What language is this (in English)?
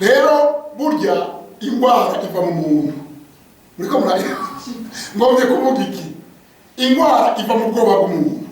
Rundi